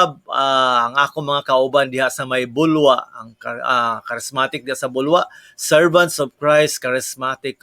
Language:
Cebuano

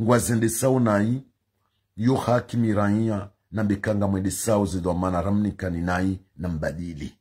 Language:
Ngazidja Comorian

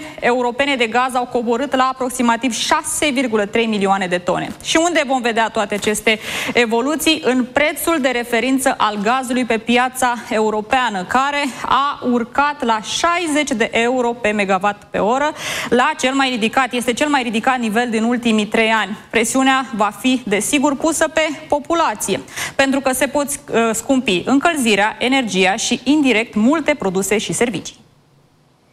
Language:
Romanian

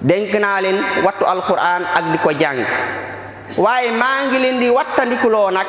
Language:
Wolof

